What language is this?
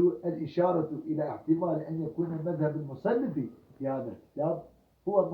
Kurdish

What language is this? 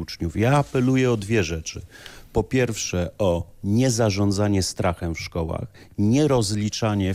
Polish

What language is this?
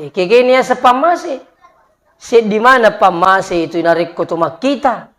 Buginese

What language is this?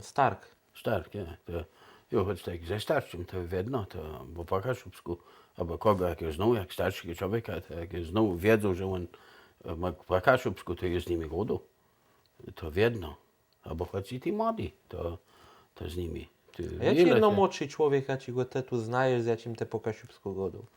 Kashubian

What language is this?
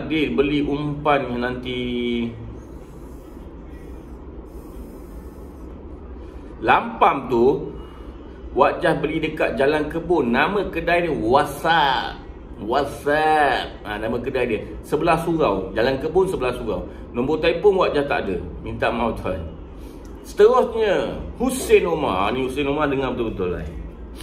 Malay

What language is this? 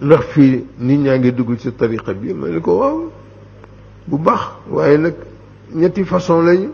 Wolof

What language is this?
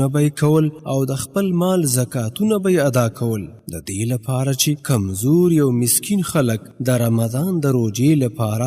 Pashto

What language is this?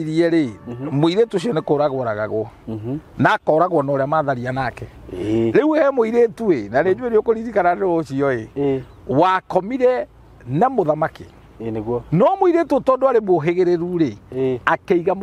Kikuyu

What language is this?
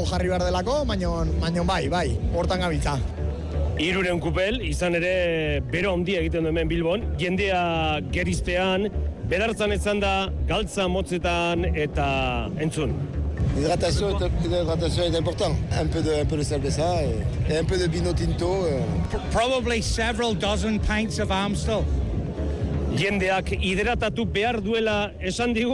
Basque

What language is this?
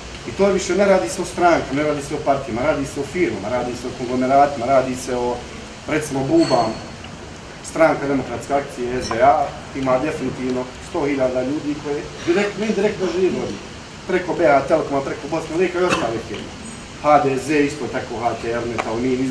Bosnian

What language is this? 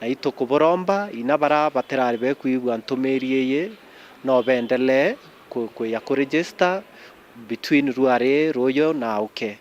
Meru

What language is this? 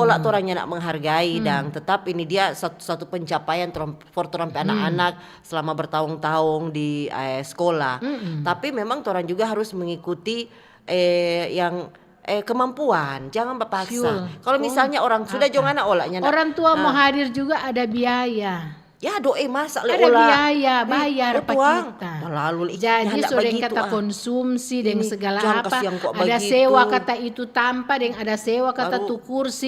Manado Malay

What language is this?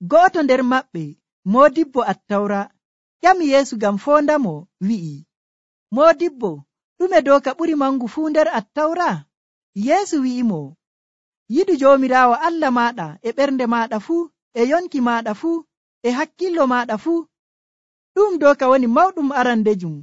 Nigerian Fulfulde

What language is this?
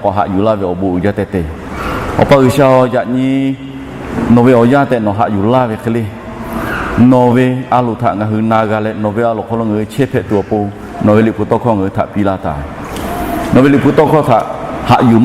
Lahu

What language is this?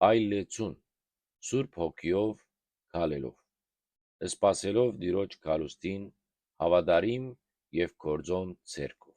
Western Armenian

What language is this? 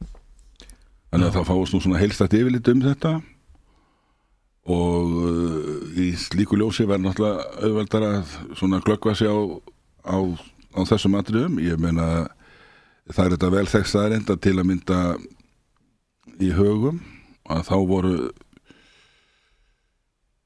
Icelandic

